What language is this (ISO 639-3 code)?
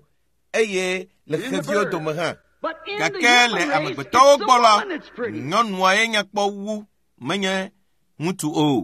ewe